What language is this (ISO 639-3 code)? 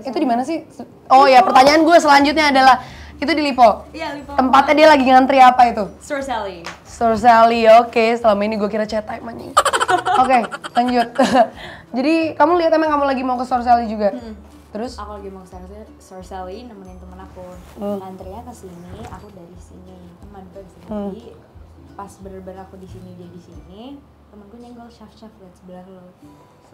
ind